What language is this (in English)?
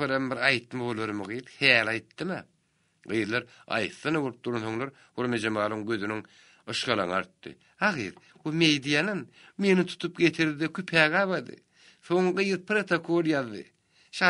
Turkmen